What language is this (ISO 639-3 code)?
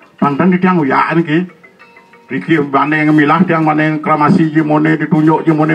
ban